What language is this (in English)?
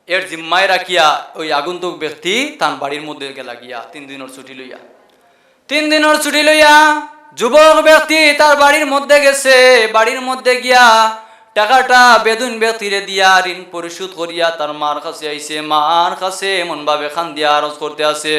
Sylheti